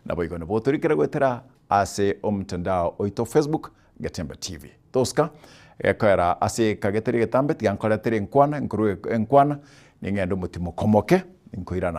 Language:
Gusii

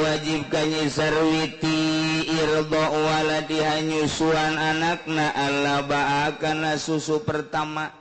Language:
Sundanese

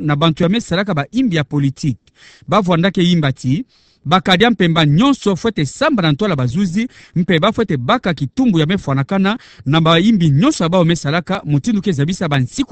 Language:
Kituba (Democratic Republic of Congo)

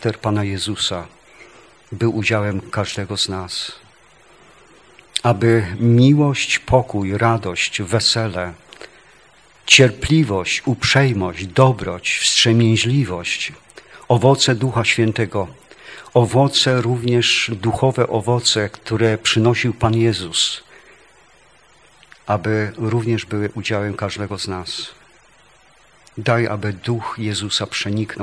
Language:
Polish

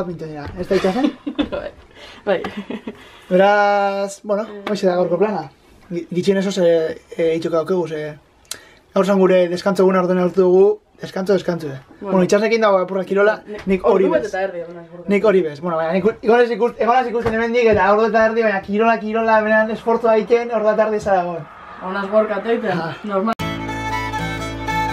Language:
Basque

